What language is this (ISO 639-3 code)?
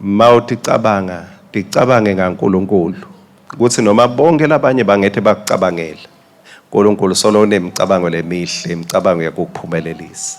ssw